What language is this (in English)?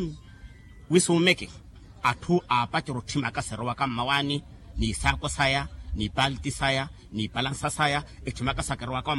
Makhuwa